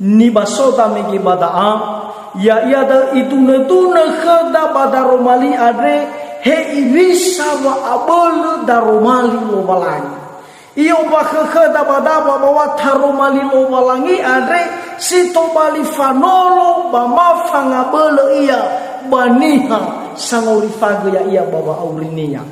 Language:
Nias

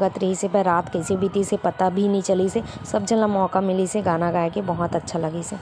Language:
Chhattisgarhi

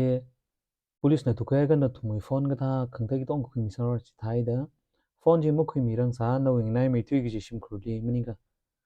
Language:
Tangkhul Naga (India)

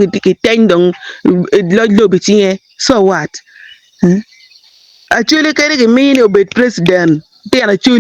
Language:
Acoli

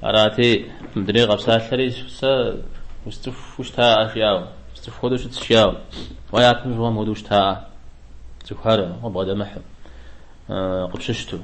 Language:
Kabardian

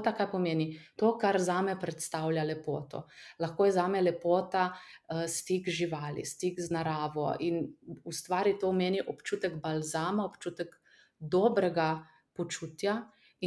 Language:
Slovenian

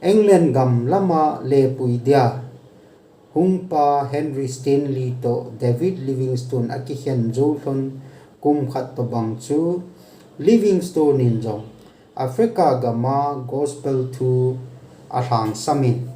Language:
Thado Chin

